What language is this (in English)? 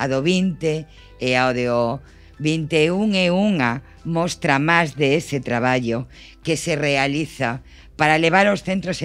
Galician